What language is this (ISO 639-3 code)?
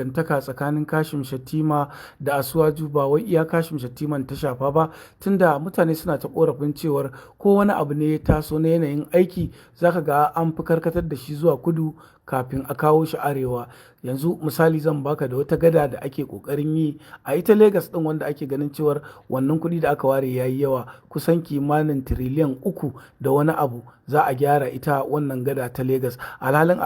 hau